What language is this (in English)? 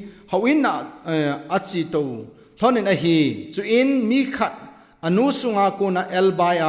Thado Chin